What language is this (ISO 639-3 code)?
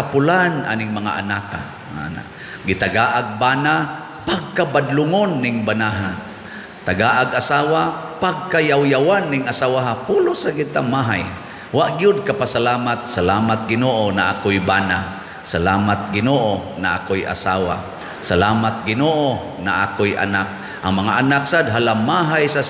ceb